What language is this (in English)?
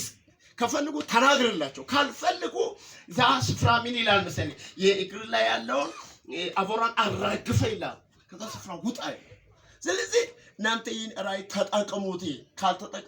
Amharic